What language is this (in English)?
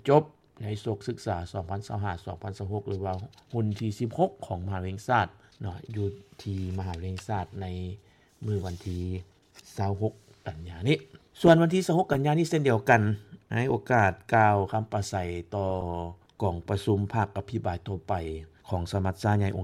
Lao